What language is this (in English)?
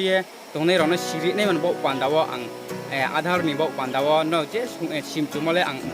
Riang (India)